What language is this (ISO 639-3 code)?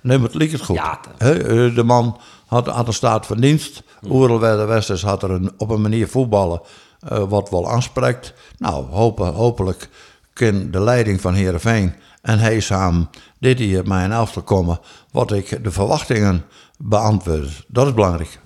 fry